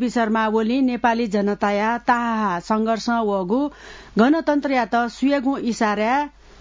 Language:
Newari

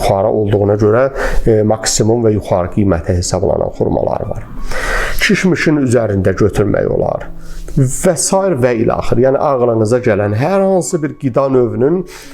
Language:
Azerbaijani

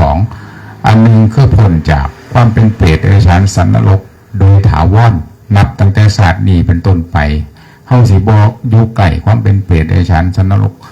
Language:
Northeastern Thai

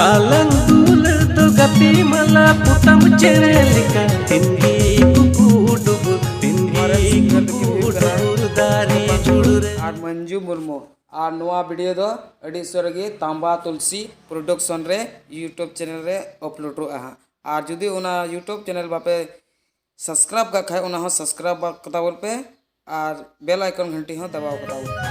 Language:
Santali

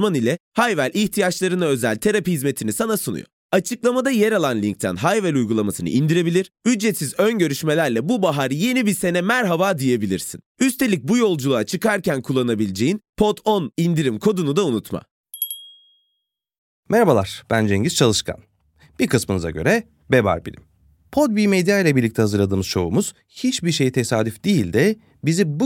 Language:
Turkish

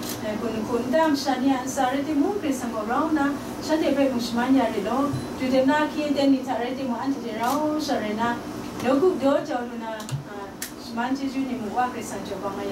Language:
Kachin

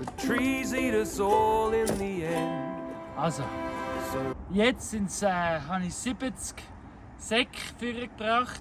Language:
Swiss German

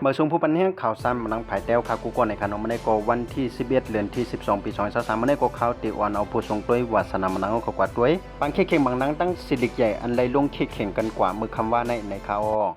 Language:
Shan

